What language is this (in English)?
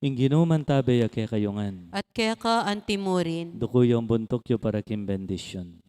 Pampanga